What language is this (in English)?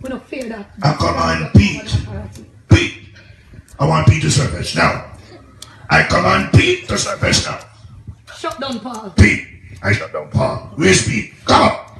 Jamaican Creole English